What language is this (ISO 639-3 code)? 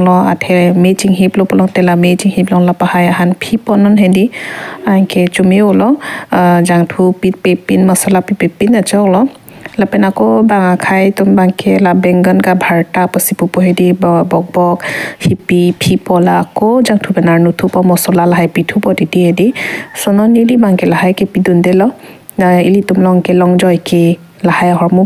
mjw